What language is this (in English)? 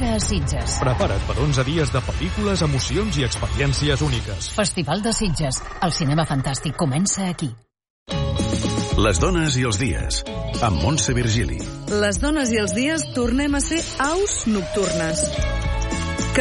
Catalan